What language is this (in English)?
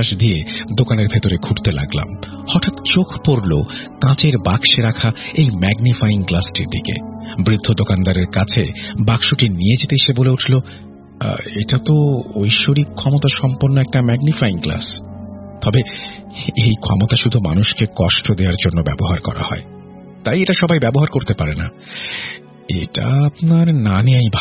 Bangla